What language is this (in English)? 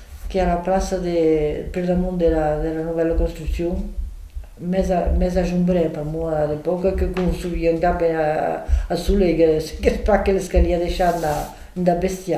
Occitan